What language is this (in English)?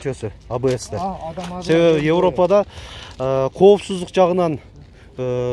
Kyrgyz